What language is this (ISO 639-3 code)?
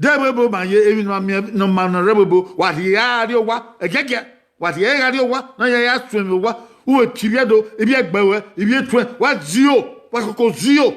bin